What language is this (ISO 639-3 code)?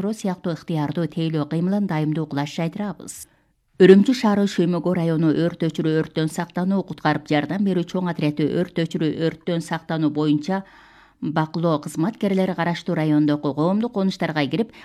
kir